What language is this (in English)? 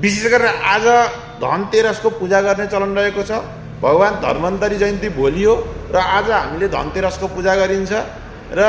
Nepali